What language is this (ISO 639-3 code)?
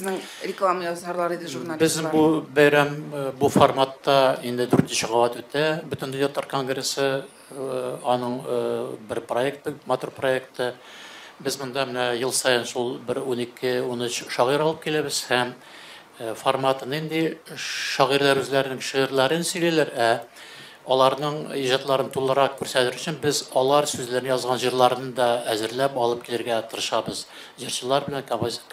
tat